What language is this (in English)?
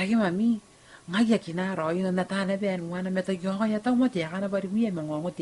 Gilbertese